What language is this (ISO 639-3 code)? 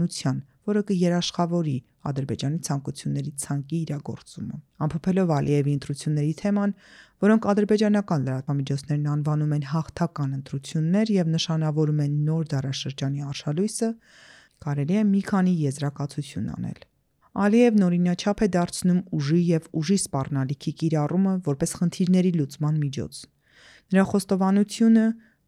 hye